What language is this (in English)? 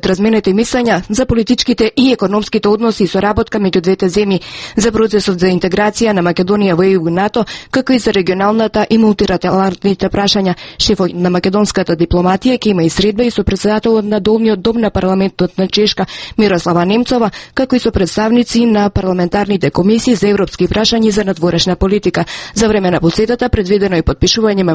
Macedonian